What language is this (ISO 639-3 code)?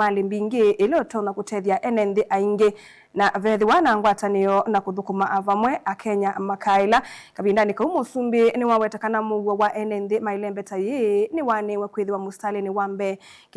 kam